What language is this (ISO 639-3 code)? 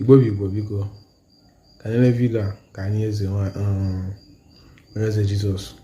ibo